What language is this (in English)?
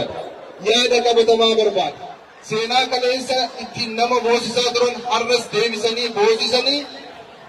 Oromo